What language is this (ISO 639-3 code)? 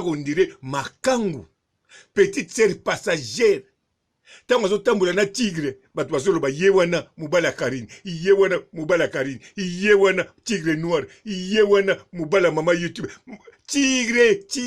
lin